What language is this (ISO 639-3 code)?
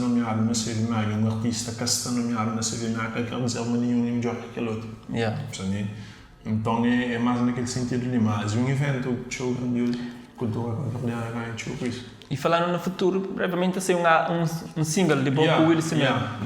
kea